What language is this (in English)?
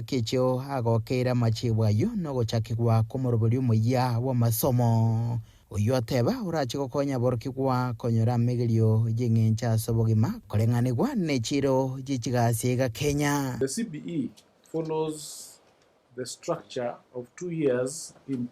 Gusii